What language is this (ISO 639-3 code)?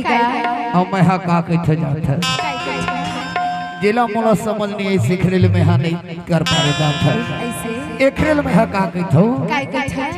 hne